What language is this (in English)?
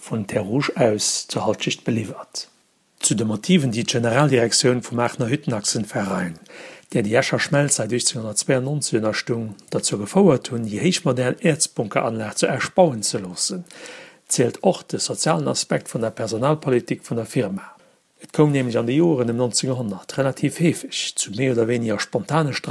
Luxembourgish